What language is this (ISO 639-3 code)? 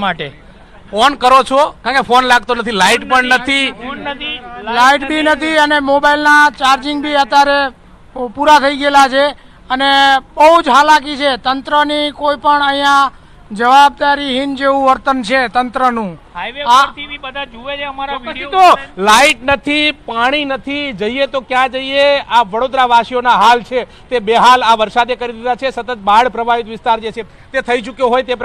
guj